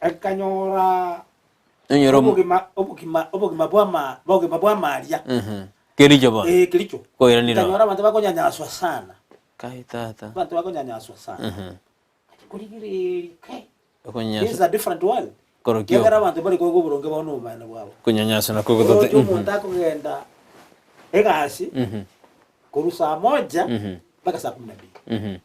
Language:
Gusii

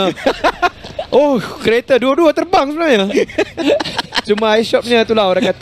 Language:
Malay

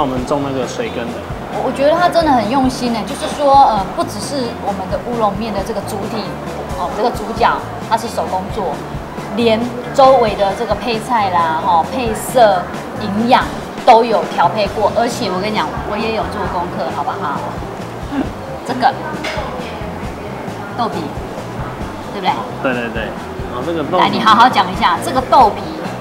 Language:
Chinese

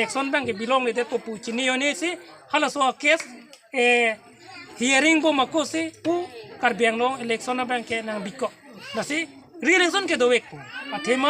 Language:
Karbi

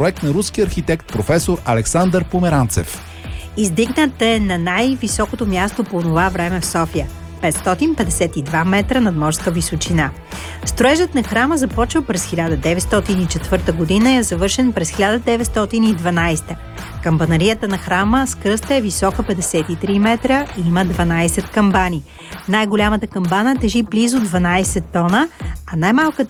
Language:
Bulgarian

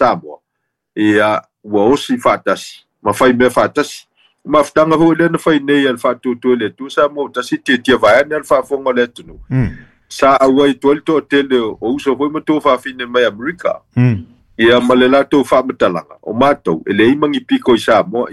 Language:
Samoan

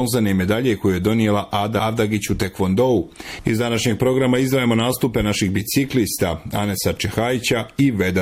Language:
Bosnian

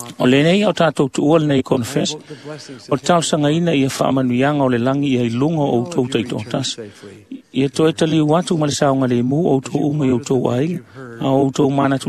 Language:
Samoan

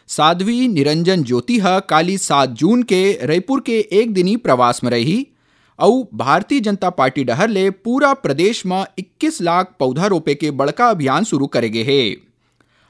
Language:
Chhattisgarhi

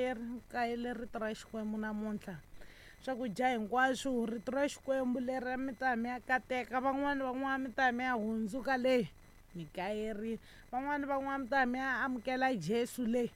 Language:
Tsonga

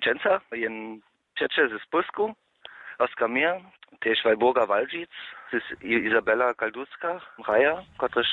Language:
Upper Sorbian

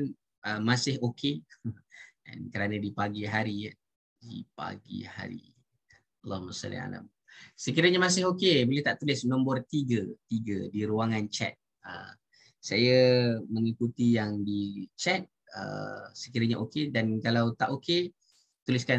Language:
Malay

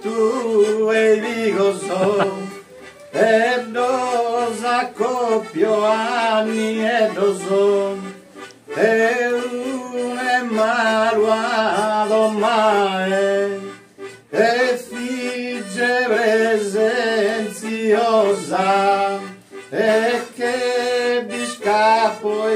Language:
Sardinian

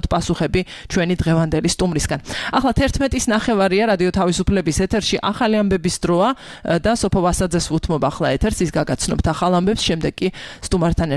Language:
Georgian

